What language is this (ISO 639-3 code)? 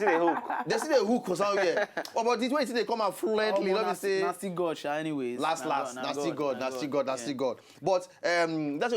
pcm